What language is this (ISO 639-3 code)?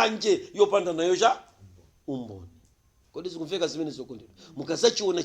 nya